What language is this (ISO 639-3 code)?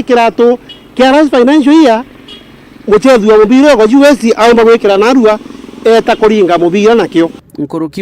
mer